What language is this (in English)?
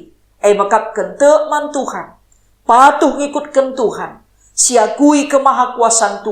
Batak Karo